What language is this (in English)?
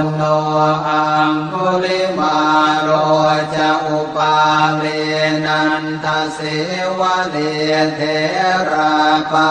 Pali